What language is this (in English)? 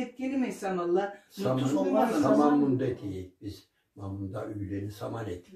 Karachay-Balkar